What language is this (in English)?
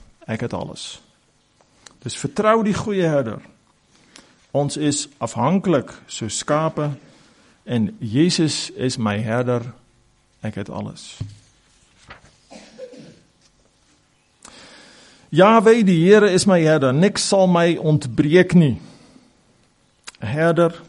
Afrikaans